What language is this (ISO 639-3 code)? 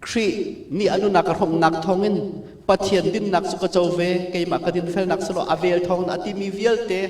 cnh